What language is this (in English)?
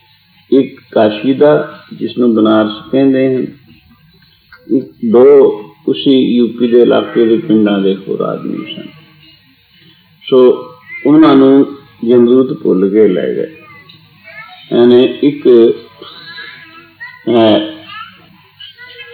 Punjabi